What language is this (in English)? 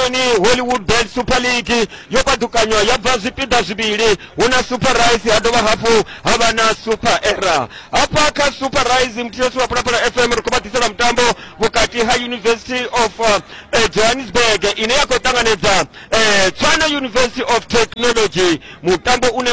Venda